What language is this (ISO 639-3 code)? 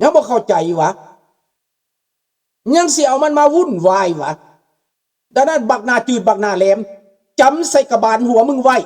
lao